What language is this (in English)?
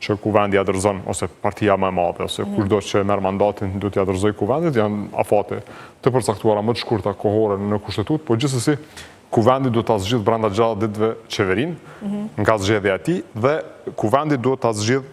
Albanian